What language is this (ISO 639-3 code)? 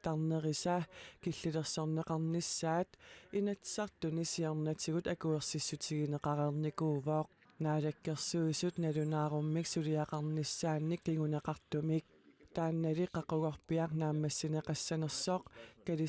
kal